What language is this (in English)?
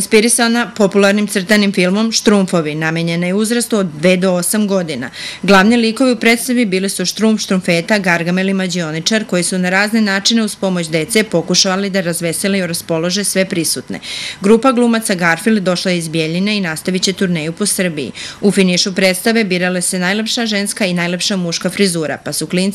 Serbian